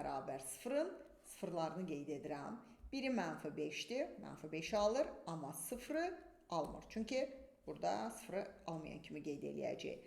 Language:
Azerbaijani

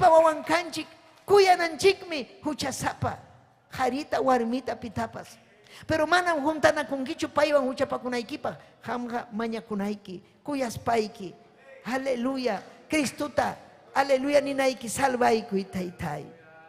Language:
Ayacucho Quechua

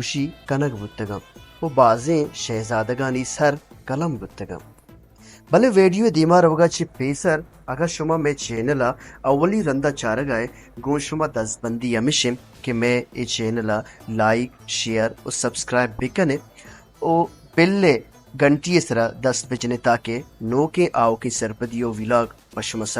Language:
Baluchi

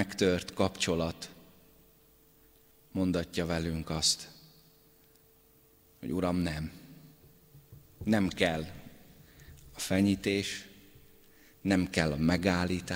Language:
Hungarian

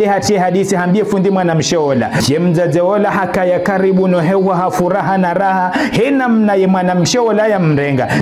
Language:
Ngazidja Comorian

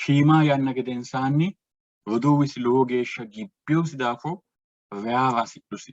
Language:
Sidamo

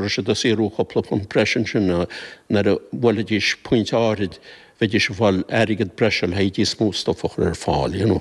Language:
Irish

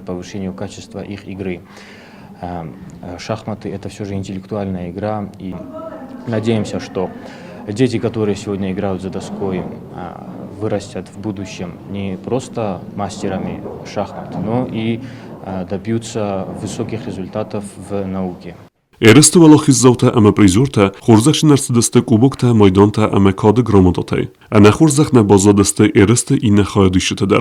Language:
Ossetic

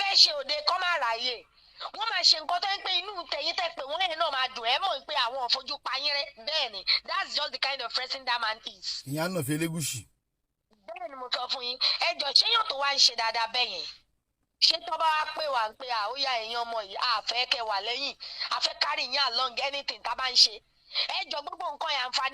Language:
Yoruba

